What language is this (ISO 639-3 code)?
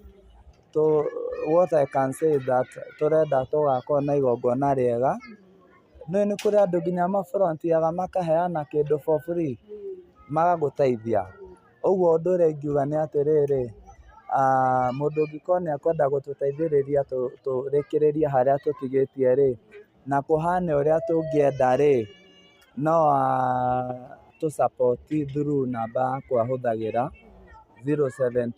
kik